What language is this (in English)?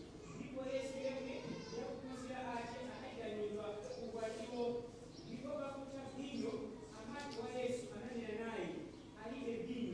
Nyanja